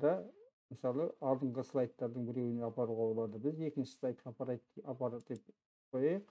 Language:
Kazakh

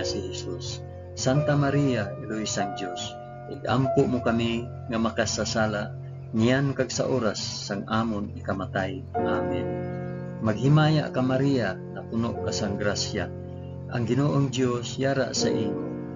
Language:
Hiligaynon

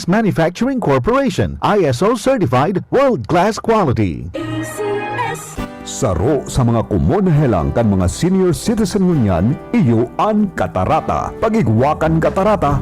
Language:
Bikol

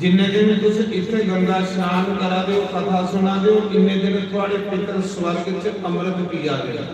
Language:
Dogri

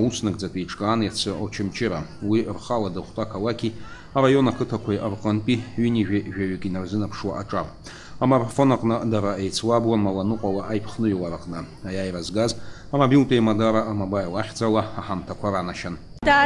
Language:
Abkhazian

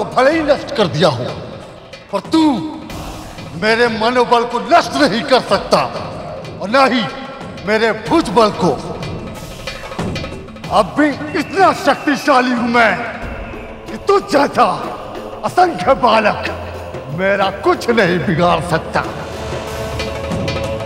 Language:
Hindi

